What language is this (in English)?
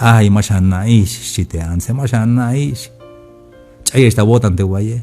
Tzeltal